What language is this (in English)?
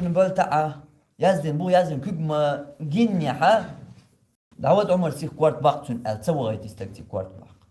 Chechen